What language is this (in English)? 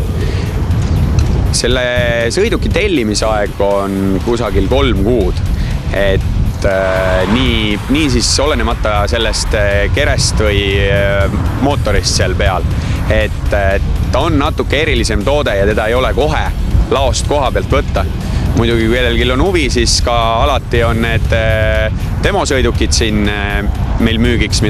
Estonian